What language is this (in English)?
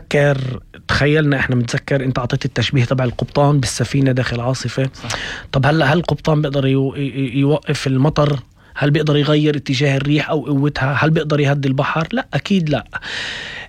North Levantine Arabic